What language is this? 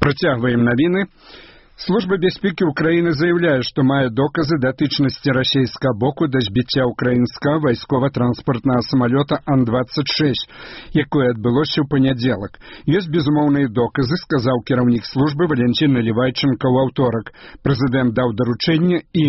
Belarusian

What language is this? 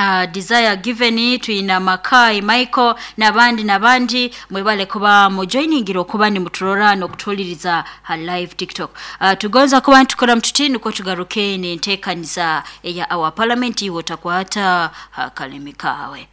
Nyoro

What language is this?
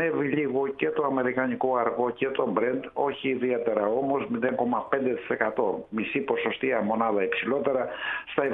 Greek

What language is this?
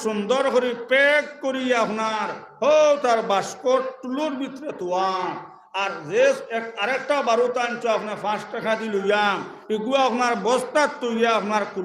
Sylheti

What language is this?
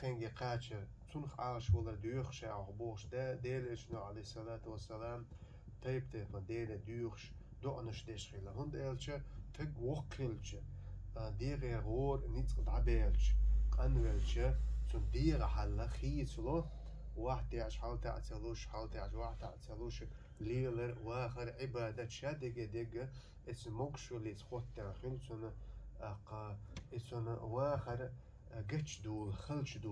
Chechen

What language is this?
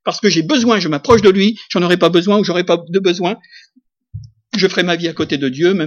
French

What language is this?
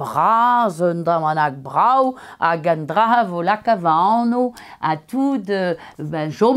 Breton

